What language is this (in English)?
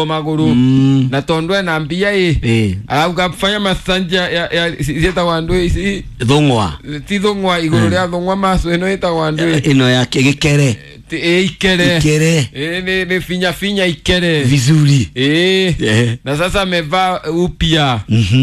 Kikuyu